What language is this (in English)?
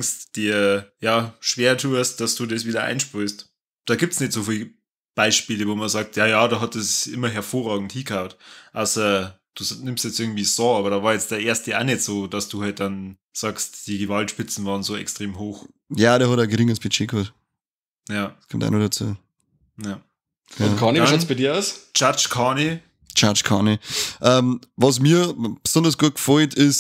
Bavarian